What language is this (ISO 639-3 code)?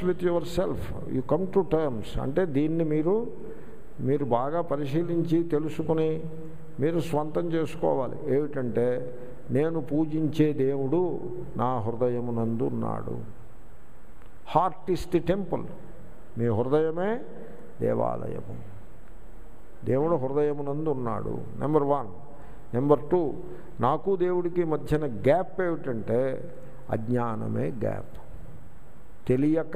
tel